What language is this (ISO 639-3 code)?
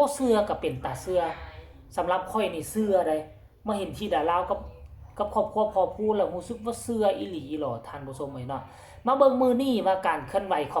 tts